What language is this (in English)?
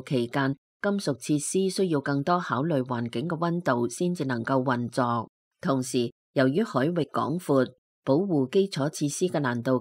Cantonese